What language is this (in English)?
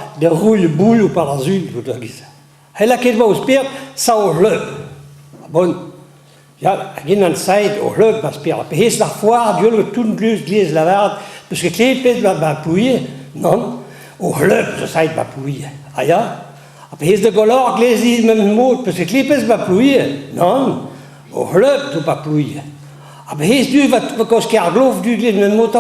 Breton